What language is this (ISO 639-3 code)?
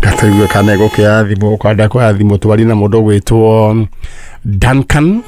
kik